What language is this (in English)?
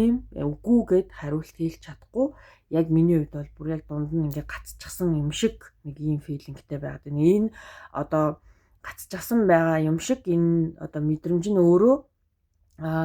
Mongolian